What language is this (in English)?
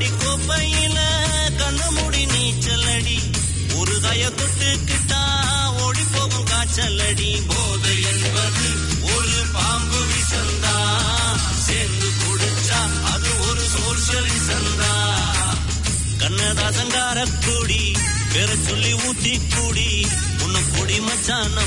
Tamil